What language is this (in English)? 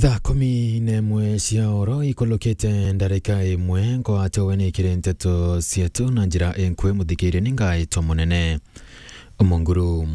Meru